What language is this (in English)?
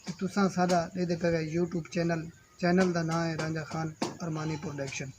Saraiki